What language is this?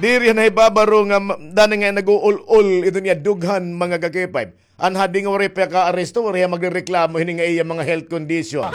Waray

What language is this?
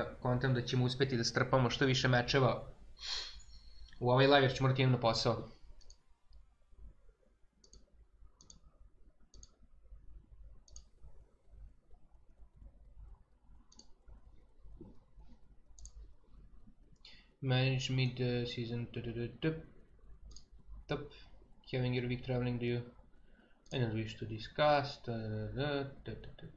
Serbian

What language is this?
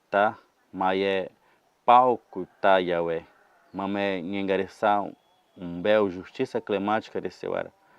Nheengatu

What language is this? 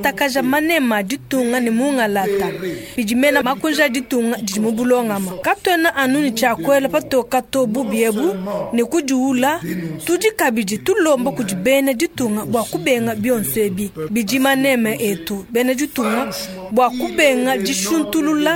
Luba-Lulua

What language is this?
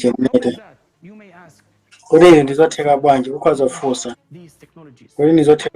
Nyanja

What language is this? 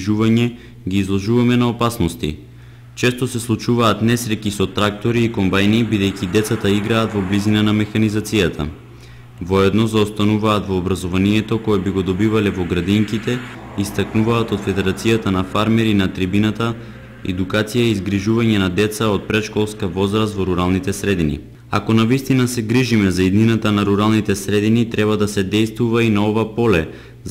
Macedonian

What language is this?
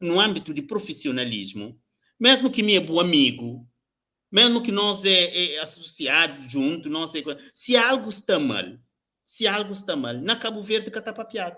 Kabuverdianu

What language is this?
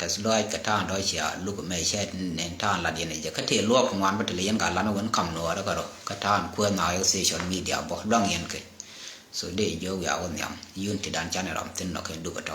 Nuer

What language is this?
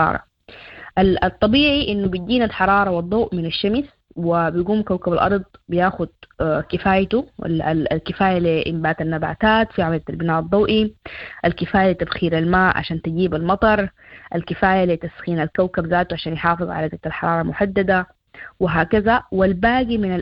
Sudanese Arabic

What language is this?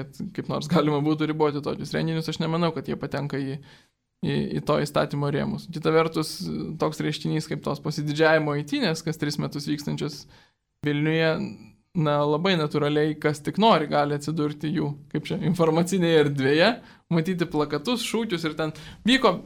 Lithuanian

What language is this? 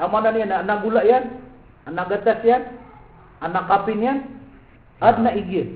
Maranao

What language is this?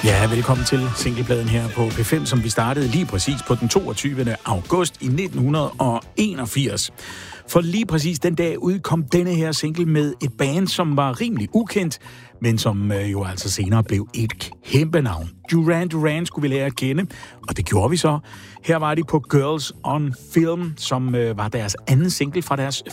Danish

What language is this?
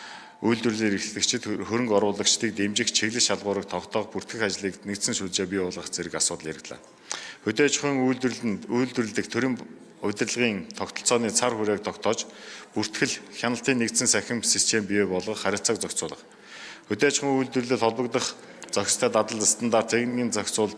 Mongolian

